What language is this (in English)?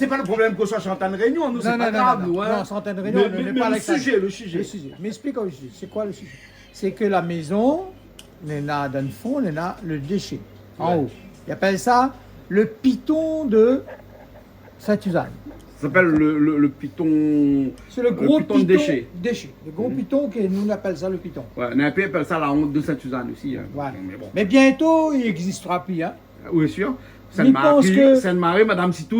Réunion Creole French